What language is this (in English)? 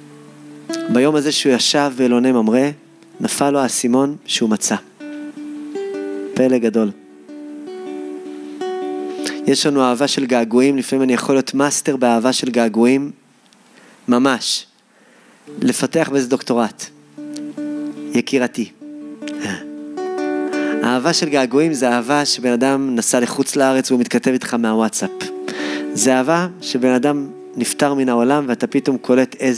Hebrew